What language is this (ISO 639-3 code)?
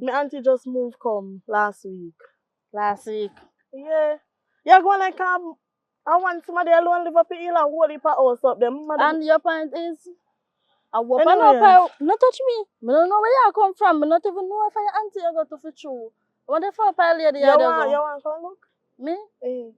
jam